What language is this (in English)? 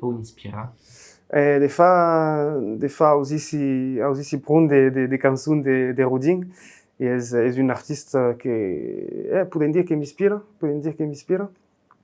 Occitan